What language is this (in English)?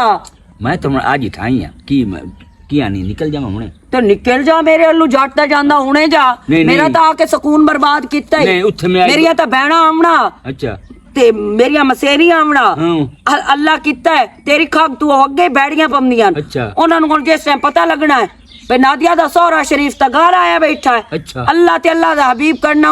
Western Panjabi